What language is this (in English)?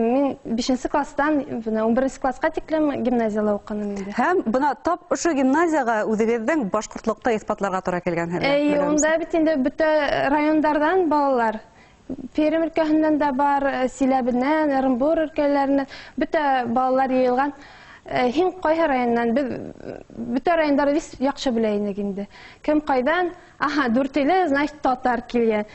Bashkir